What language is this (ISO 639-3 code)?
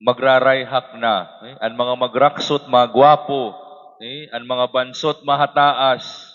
war